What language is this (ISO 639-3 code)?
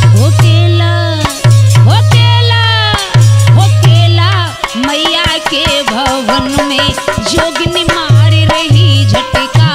bho